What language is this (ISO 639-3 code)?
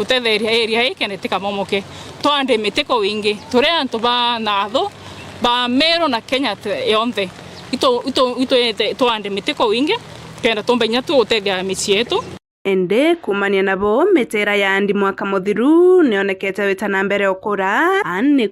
mer